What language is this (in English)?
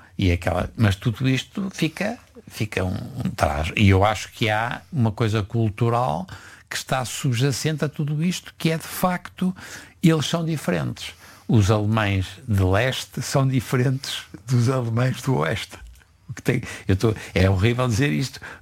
Portuguese